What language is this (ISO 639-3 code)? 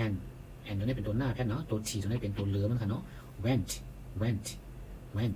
shn